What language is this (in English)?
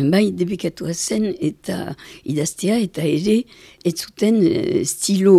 Basque